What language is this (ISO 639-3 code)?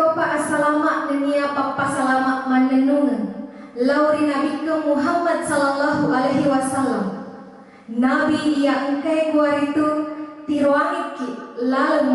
bug